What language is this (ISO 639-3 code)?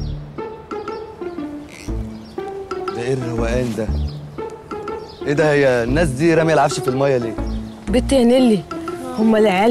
arz